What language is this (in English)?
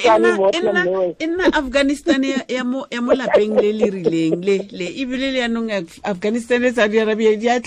Tswana